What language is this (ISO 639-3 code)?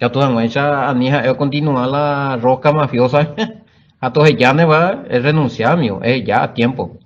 grn